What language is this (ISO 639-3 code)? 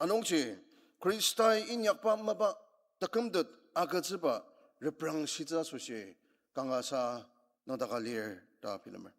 njo